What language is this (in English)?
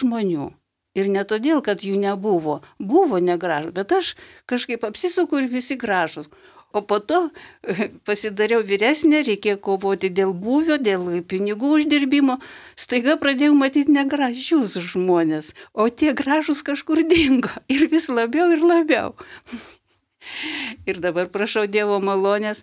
Lithuanian